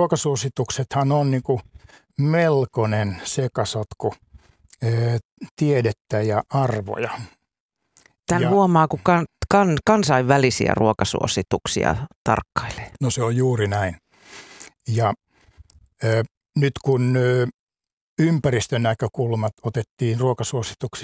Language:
Finnish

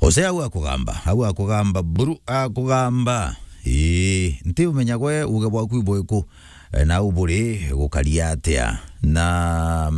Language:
Meru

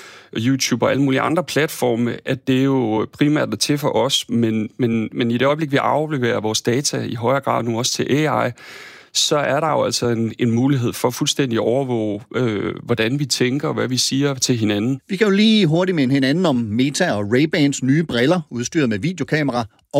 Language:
Danish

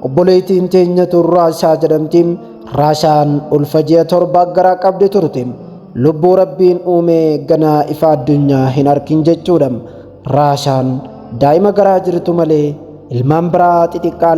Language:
Oromo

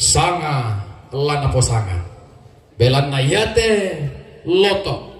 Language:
Toraja-Sa'dan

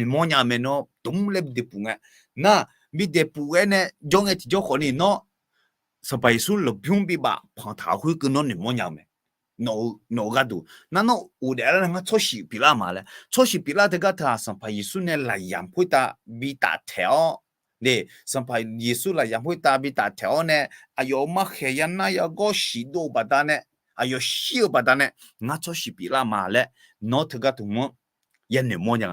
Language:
Akha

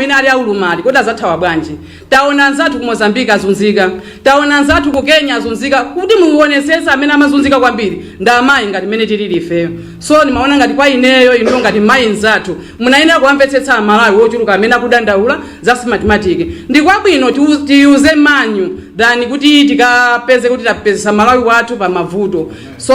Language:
Nyanja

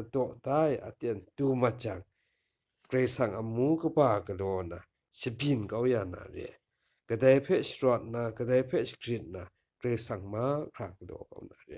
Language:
Kachin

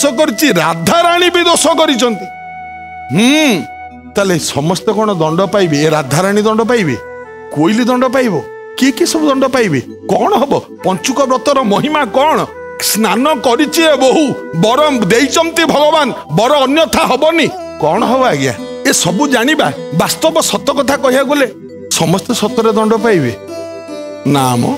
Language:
Odia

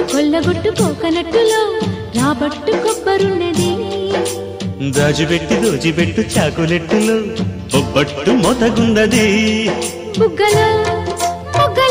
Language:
Telugu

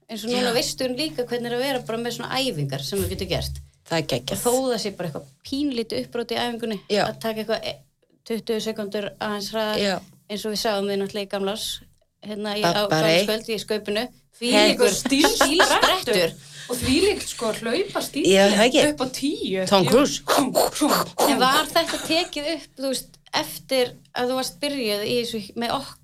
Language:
Icelandic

